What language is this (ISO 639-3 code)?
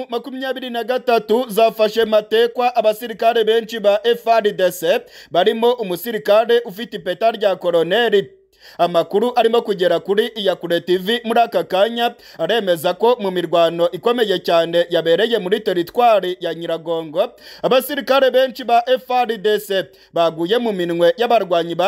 kin